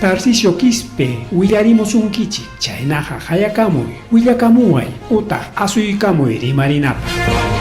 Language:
Ayacucho Quechua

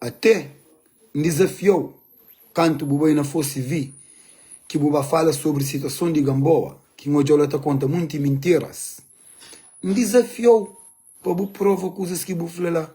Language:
Kabuverdianu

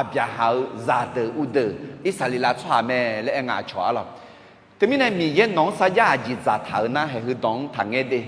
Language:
Akha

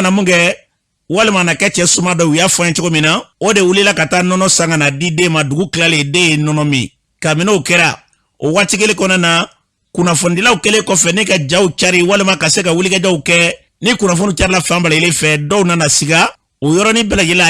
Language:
Bambara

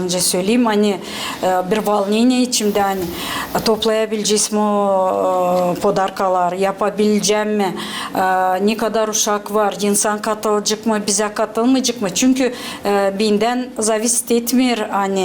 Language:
Gagauz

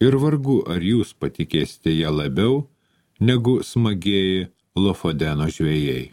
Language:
Lithuanian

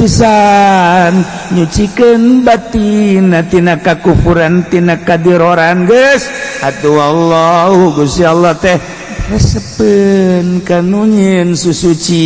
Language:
Sundanese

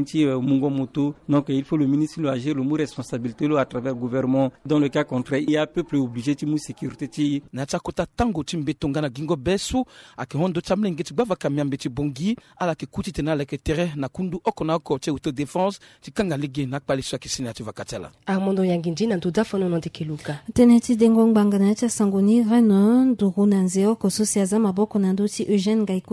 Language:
Sango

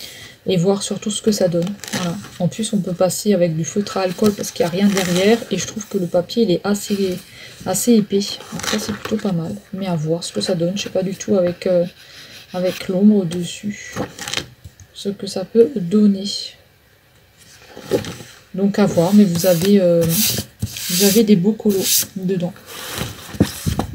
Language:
French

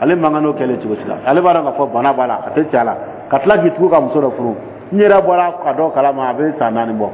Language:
Dyula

